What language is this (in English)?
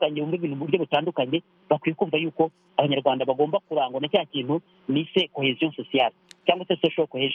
Kinyarwanda